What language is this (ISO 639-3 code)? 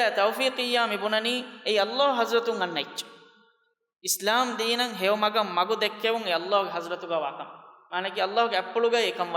div